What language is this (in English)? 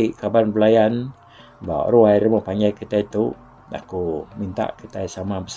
Iban